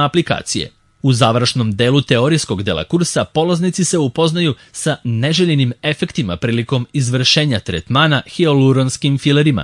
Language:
Serbian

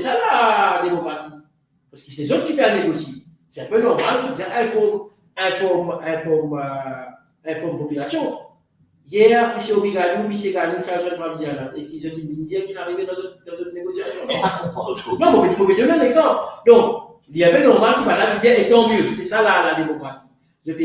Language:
Morisyen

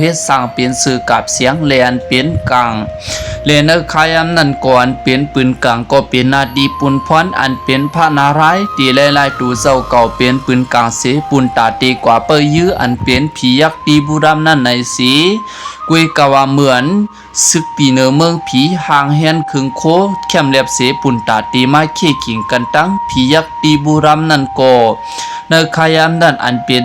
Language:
Shan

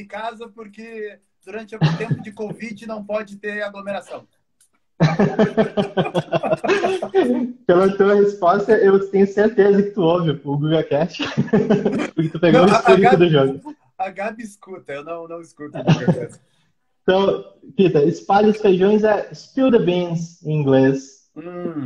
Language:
Portuguese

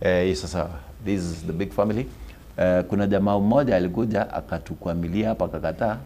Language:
Gusii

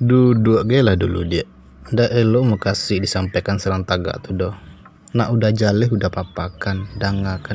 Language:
Minangkabau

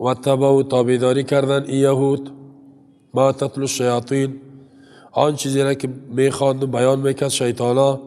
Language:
Persian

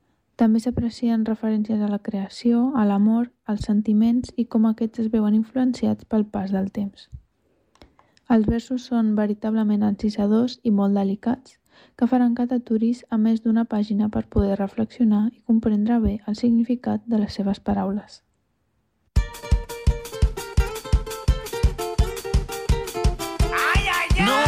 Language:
Catalan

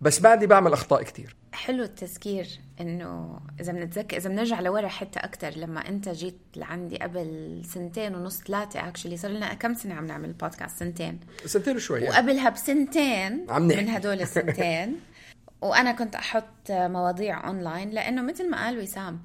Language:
North Levantine Arabic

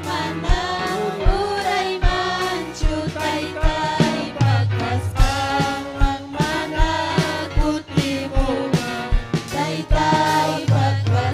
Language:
Ayacucho Quechua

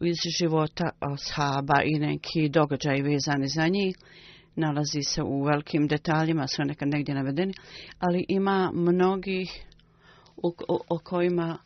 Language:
Bosnian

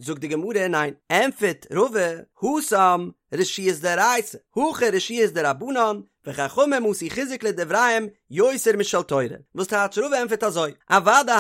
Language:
Yiddish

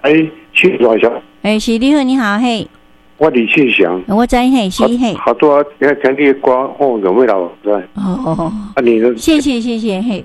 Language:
Min Nan Chinese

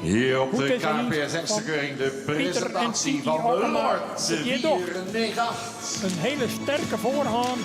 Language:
Western Frisian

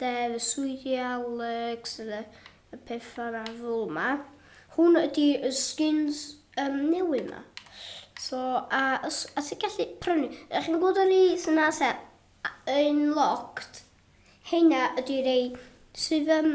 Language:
Welsh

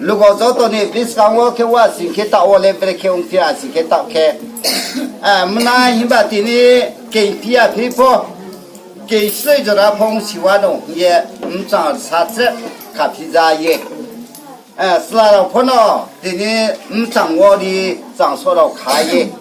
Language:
Riang (India)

